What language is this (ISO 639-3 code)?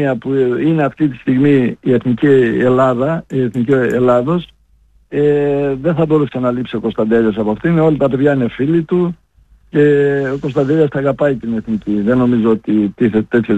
ell